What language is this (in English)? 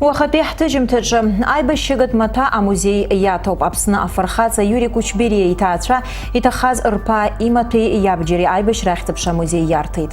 Abkhazian